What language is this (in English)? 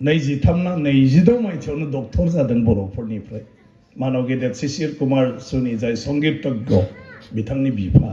Bodo